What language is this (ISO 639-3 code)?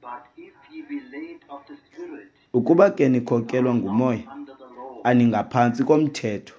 xho